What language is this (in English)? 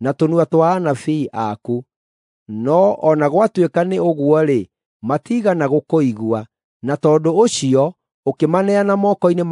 Kikuyu